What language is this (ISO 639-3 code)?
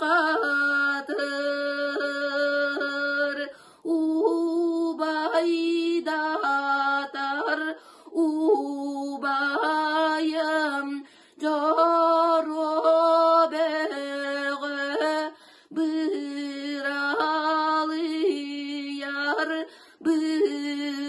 sah